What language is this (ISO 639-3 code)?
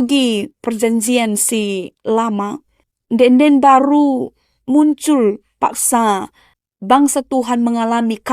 btx